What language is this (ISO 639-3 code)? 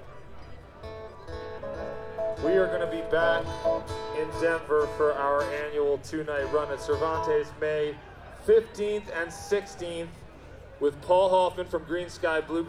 eng